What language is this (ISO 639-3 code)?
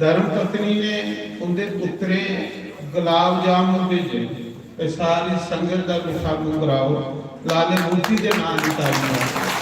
doi